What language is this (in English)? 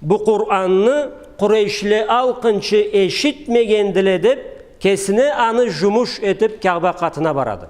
Karachay-Balkar